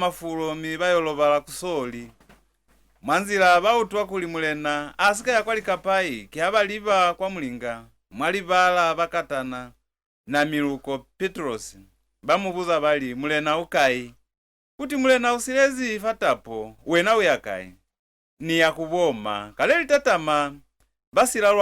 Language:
Lozi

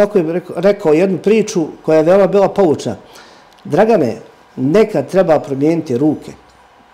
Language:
Serbian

